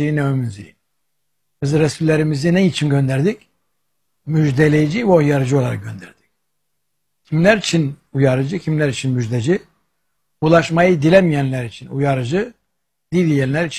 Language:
Turkish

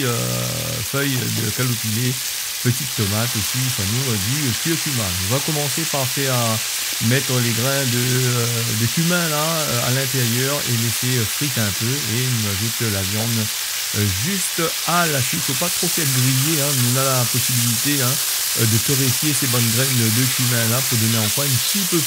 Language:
Réunion Creole French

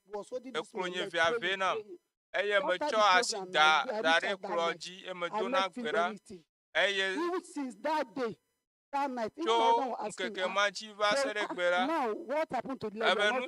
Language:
Ewe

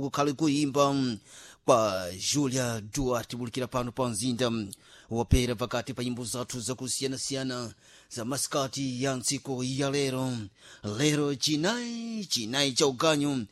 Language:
Sena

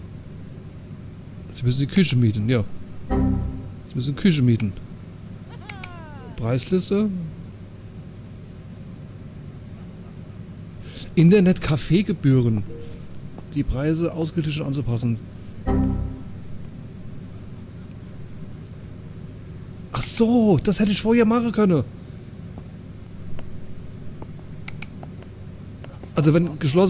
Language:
German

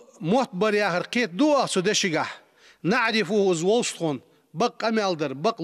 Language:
Ingush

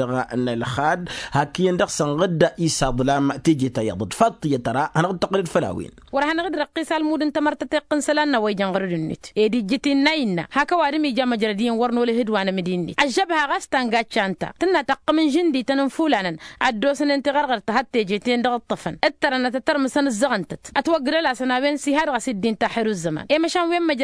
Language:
Tamasheq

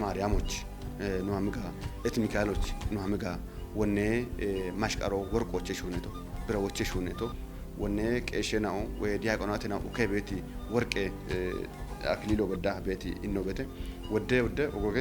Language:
Kafa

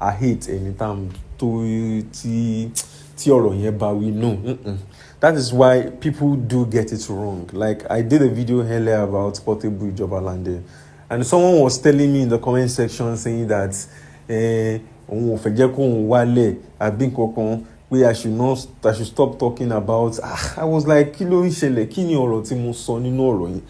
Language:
Yoruba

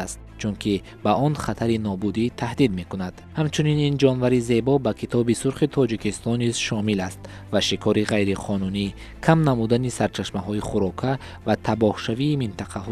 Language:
Tajik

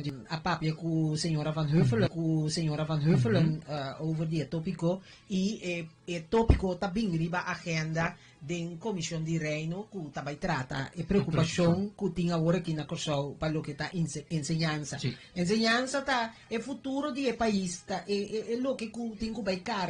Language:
Papiamento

